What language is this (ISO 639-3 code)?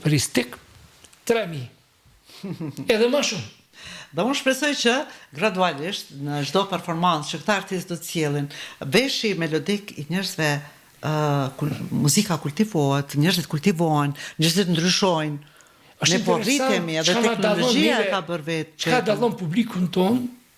sqi